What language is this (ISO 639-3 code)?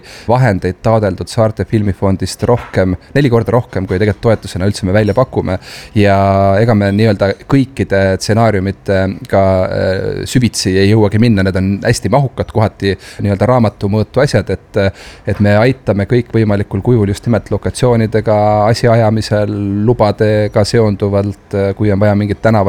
est